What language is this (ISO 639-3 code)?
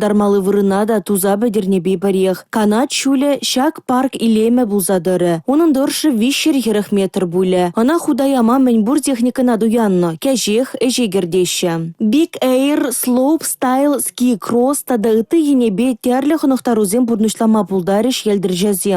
chv